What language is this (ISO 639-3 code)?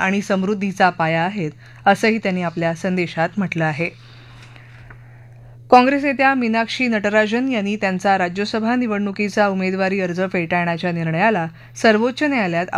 mar